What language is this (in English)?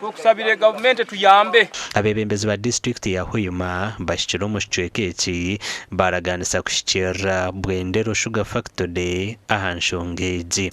Nyankole